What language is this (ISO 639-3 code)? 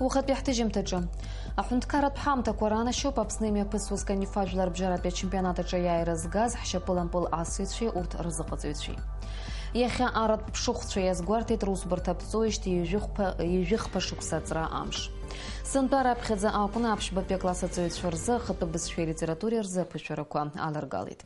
abk